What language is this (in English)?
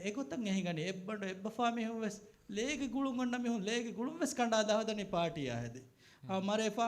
Divehi